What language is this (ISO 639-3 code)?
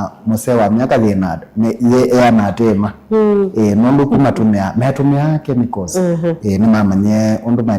kam